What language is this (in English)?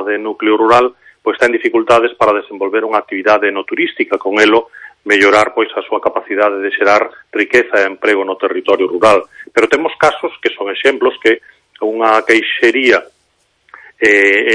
Galician